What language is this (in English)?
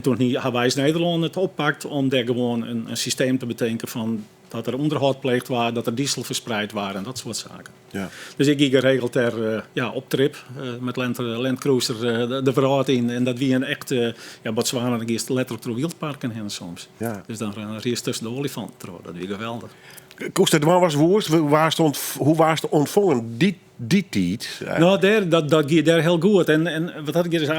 Western Frisian